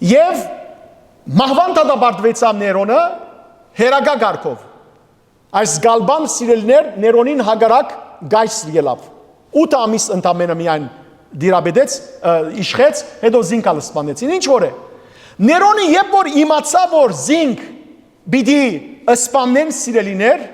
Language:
Western Armenian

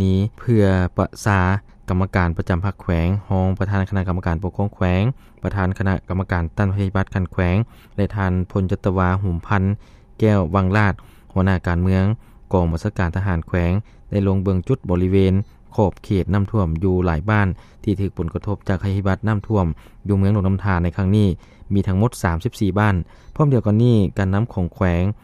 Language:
Lao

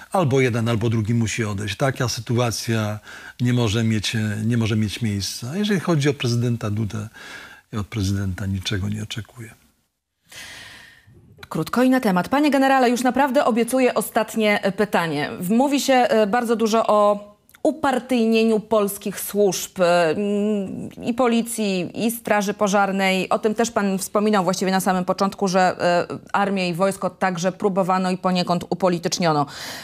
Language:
Polish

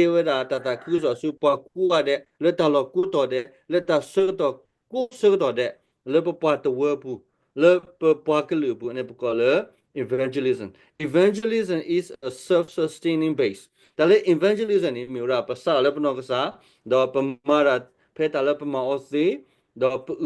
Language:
S'gaw Karen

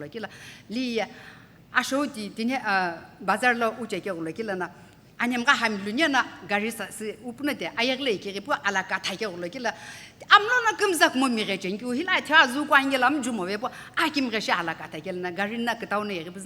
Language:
Sumi Naga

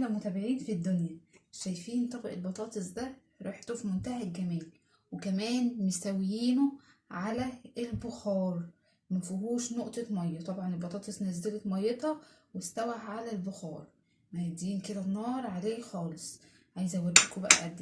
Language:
Egyptian Arabic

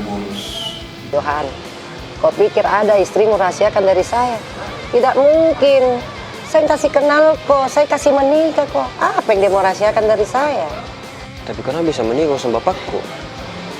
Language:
Makassar Malay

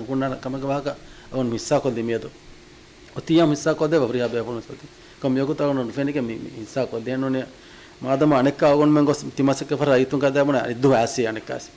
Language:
Divehi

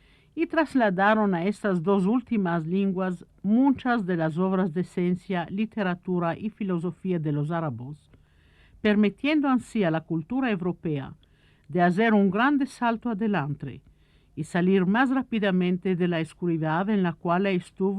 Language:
Ladino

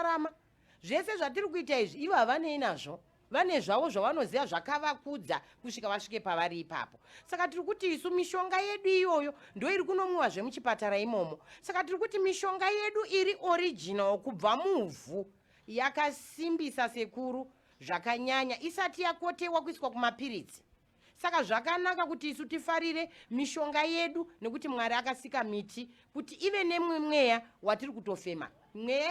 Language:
Shona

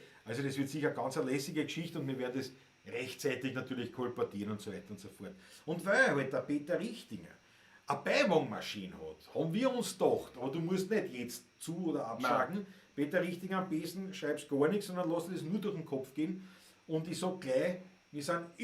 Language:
Bavarian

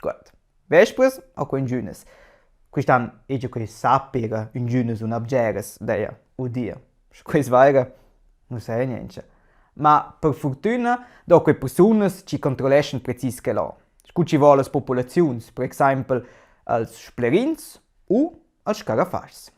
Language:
Romansh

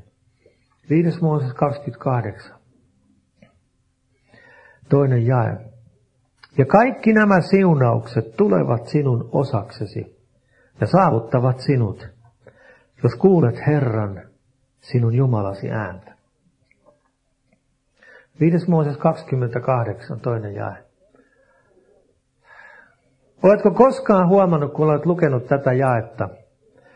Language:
Finnish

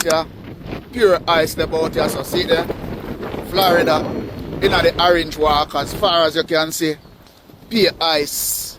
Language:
Jamaican Creole English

